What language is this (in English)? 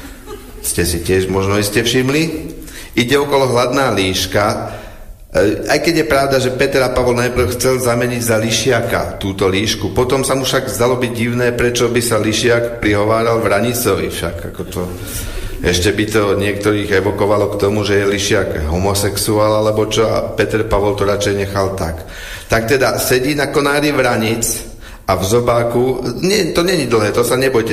Slovak